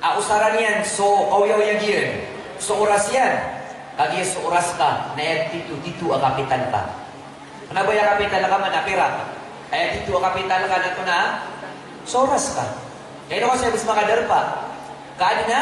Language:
Maranao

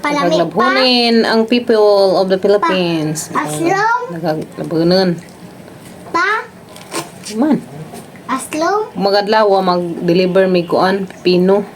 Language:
Cebuano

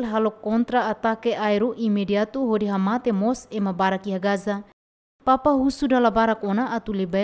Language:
Tetum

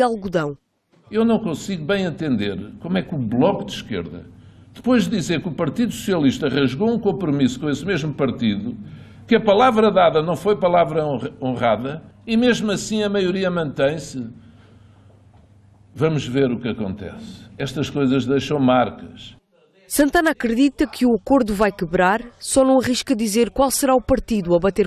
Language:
Portuguese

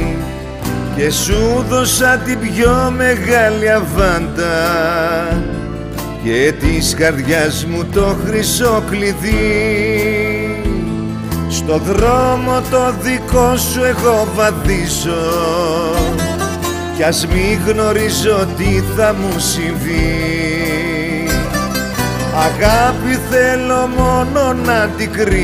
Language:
Greek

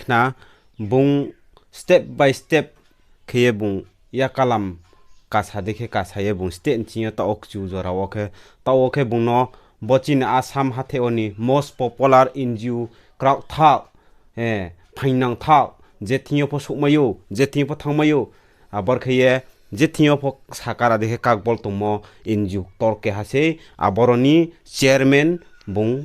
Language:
Riang (India)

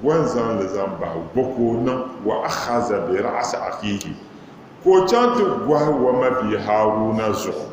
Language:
Dagbani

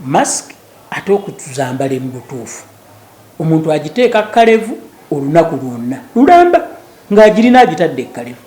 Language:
Ganda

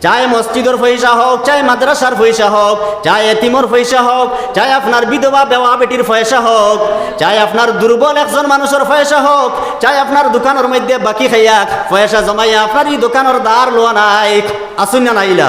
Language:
Sylheti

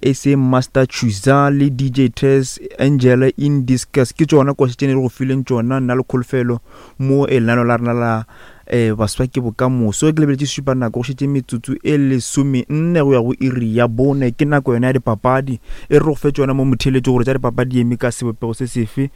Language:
Northern Sotho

